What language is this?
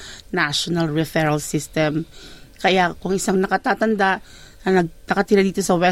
Filipino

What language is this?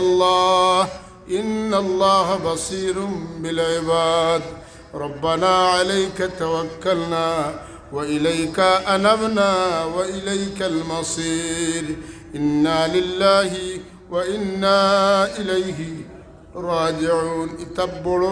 Sylheti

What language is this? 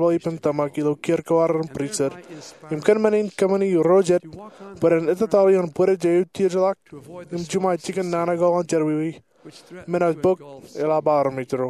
Marshallese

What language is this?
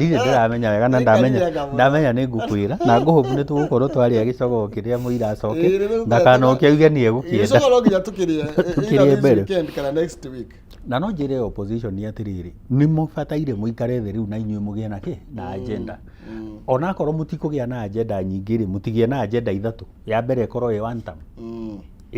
Kikuyu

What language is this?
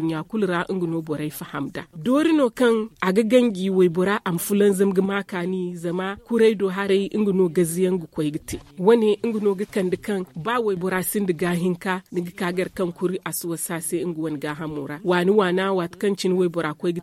Zarma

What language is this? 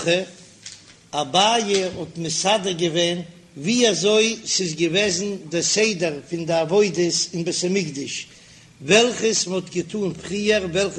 Yiddish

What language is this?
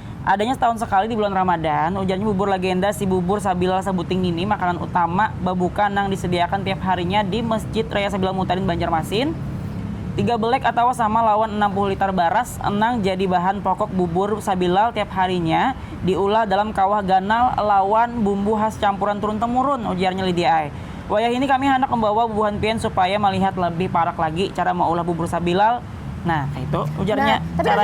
Banjar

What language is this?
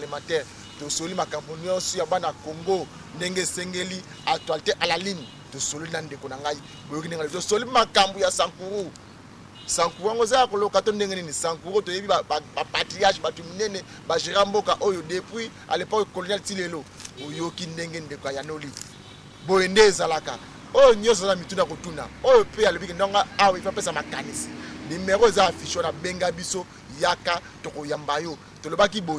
Lingala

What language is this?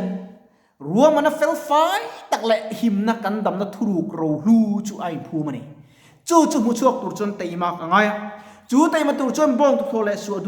Mizo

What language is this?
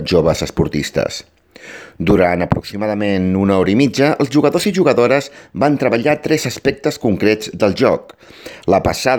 Catalan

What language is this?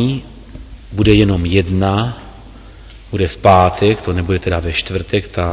Czech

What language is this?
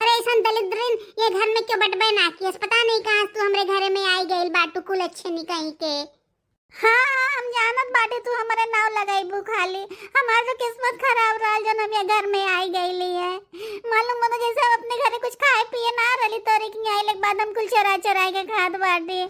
Bhojpuri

